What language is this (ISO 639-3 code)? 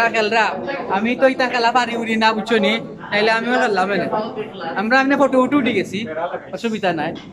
syl